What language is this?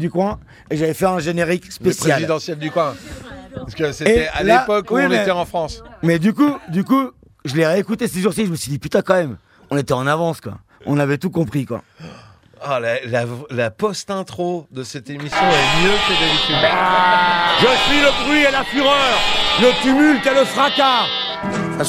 French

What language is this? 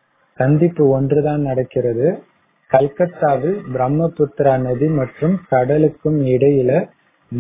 Tamil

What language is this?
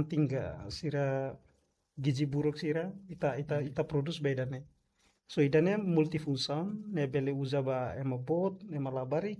Tetum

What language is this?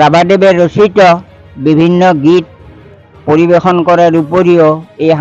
Assamese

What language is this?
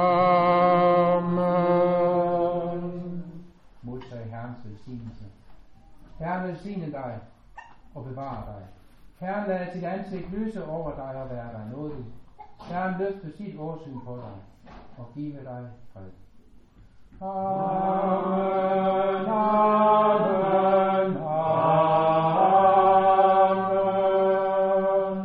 Danish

